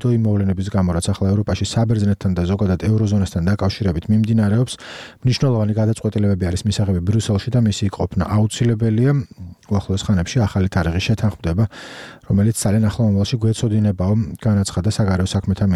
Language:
Georgian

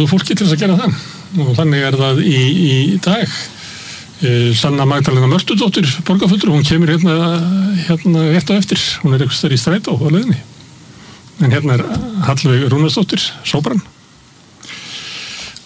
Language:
Icelandic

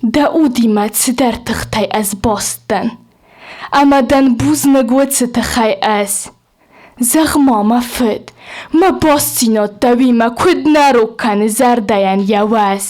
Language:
Ossetic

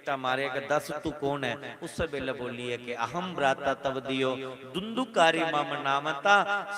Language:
Dogri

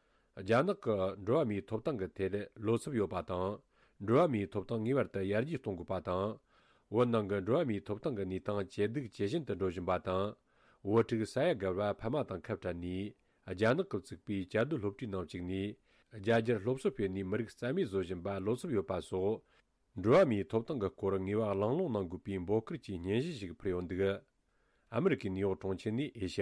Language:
Tibetan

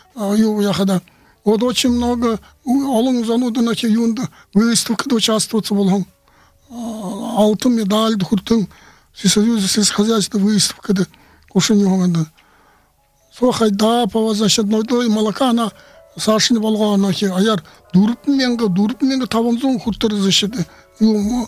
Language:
Buriat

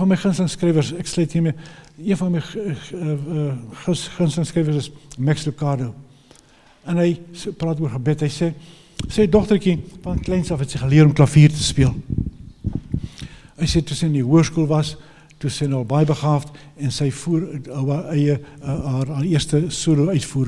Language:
Afrikaans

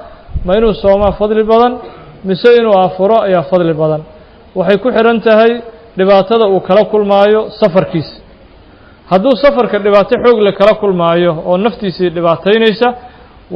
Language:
Somali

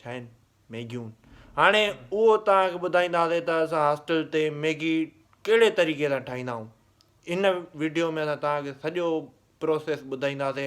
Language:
Sindhi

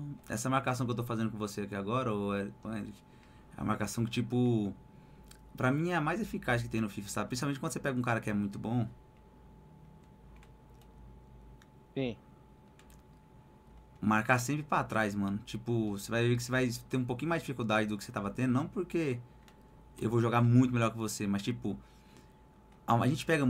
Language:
Portuguese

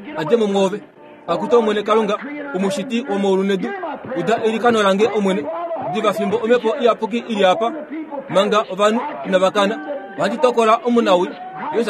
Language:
Kuanyama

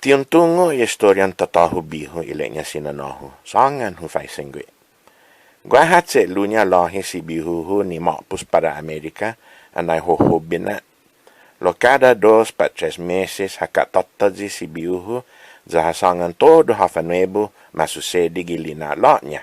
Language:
Chamorro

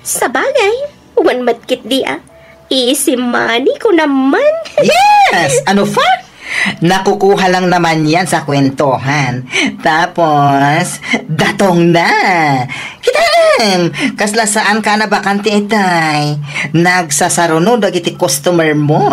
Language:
Iloko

